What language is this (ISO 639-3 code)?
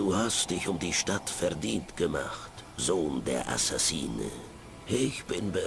bar